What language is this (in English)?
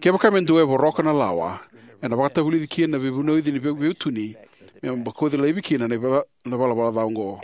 Fijian